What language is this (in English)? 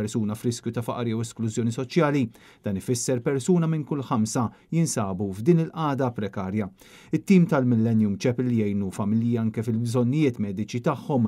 Maltese